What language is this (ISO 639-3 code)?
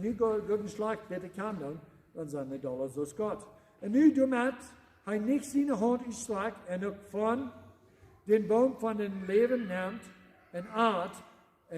pdt